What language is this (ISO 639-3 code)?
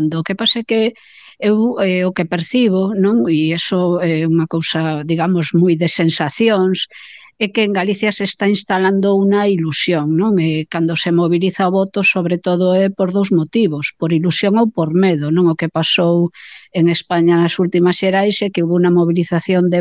glg